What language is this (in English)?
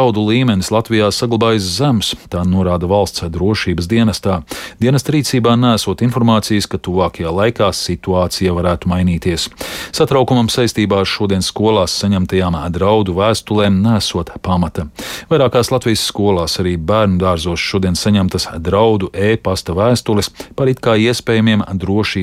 Latvian